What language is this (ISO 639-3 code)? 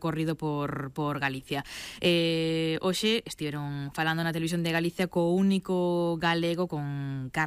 glg